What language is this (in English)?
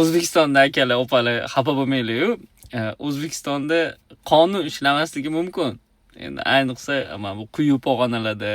Uzbek